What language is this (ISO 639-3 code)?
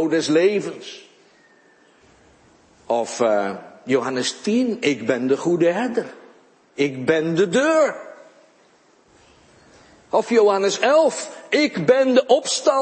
nld